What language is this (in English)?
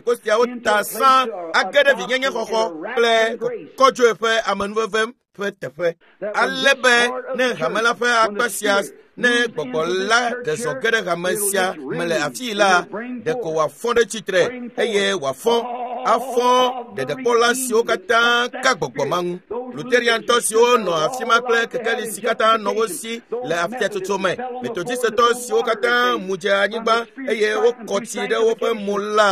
Ewe